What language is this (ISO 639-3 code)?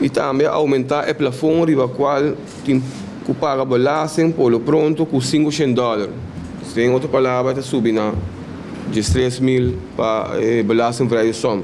pap